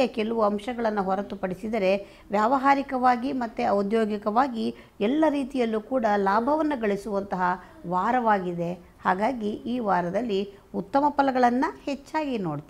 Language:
Kannada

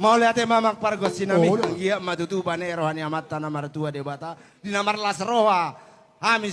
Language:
Batak Toba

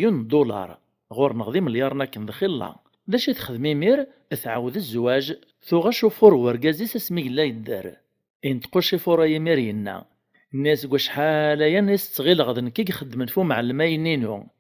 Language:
Kabyle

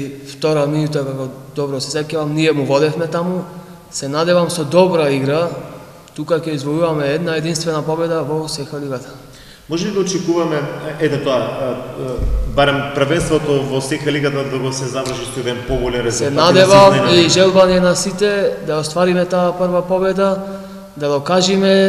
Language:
Macedonian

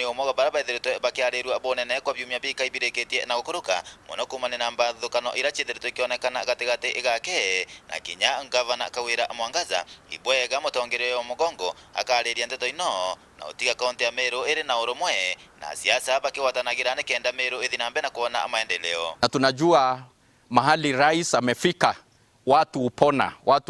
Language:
Meru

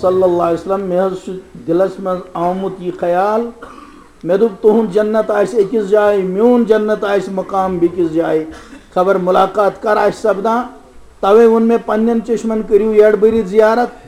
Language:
Kashmiri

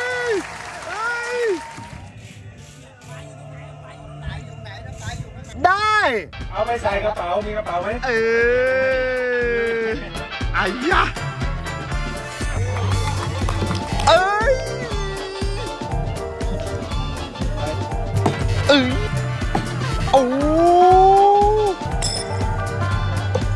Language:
Thai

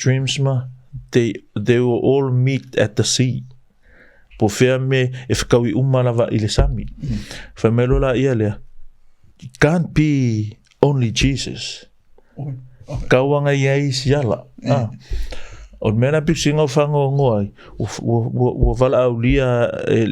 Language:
Samoan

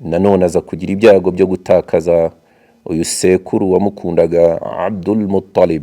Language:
Kinyarwanda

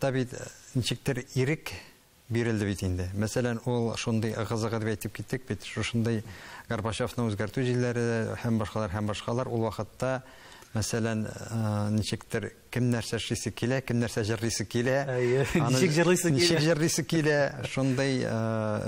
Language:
Tatar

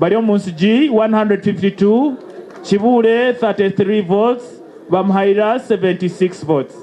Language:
Nyankole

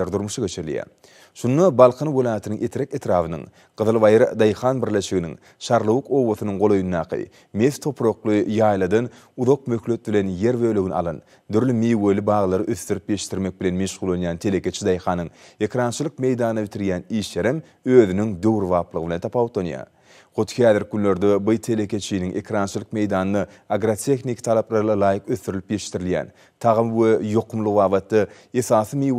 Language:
Turkmen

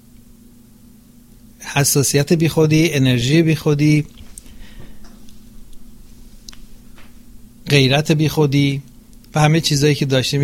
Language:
Persian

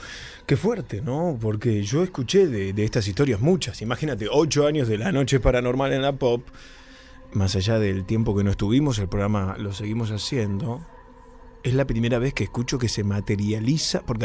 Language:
Spanish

